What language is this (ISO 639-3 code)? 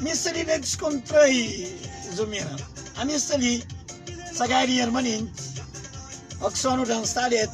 kea